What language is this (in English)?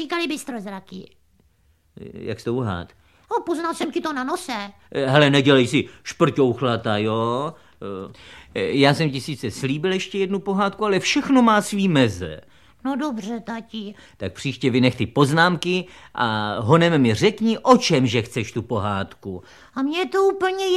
Czech